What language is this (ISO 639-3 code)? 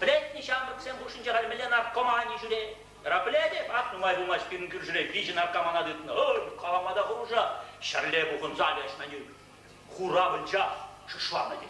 chv